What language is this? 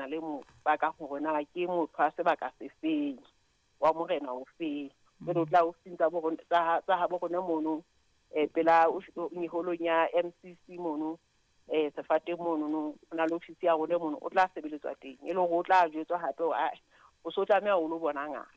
Southern Sotho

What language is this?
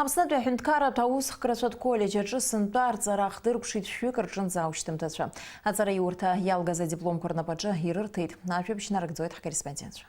Abkhazian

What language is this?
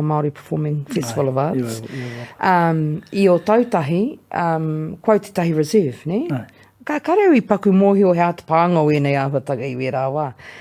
Māori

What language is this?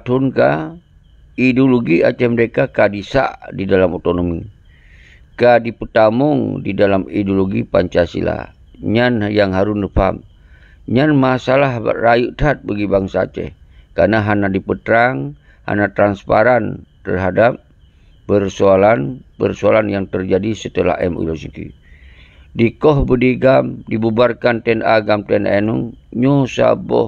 Achinese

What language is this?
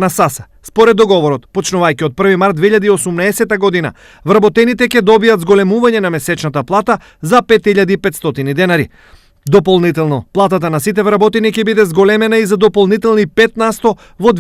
Macedonian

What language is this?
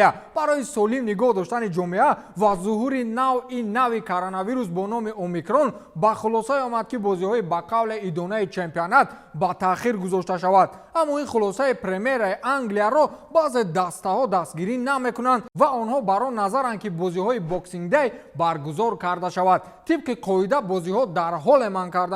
Tajik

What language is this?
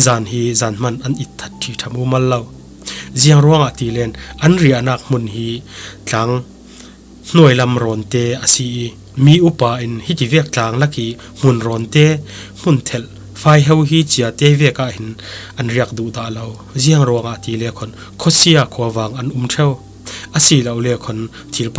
Falam Chin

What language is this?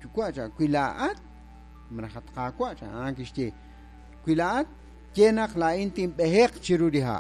Kekchí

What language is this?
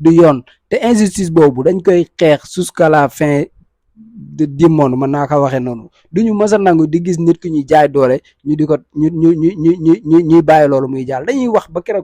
Wolof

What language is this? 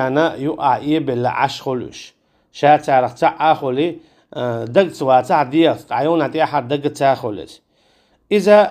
Chechen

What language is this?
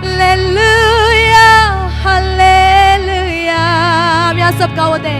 Naga Pidgin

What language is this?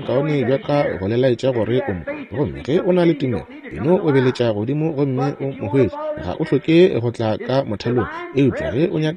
Northern Sotho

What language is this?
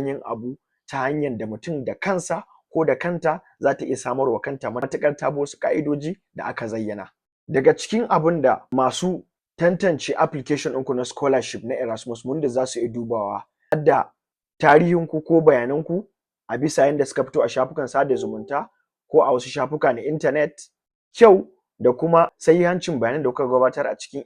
Hausa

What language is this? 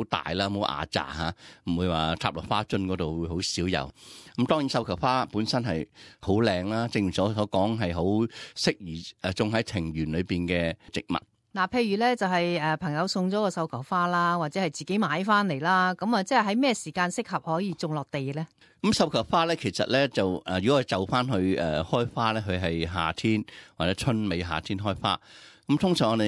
Cantonese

